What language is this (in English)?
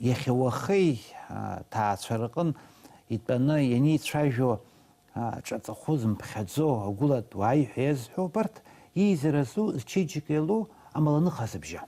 Abkhazian